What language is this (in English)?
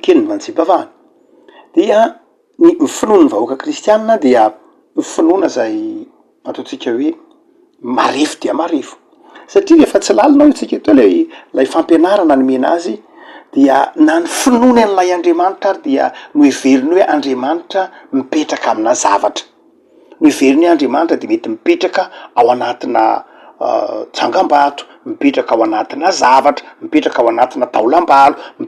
Malagasy